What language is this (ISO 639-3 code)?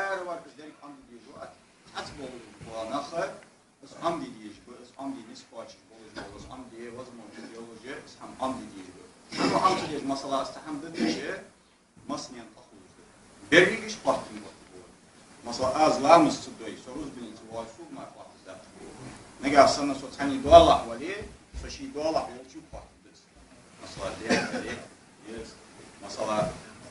inh